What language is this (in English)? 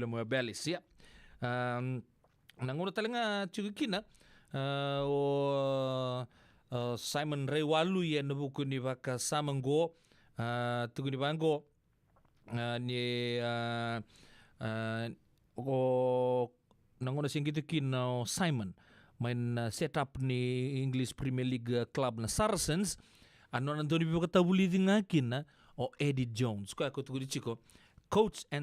Fijian